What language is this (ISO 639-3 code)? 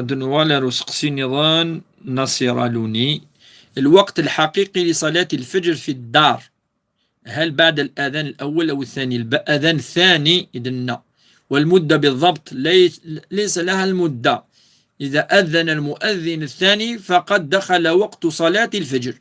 kab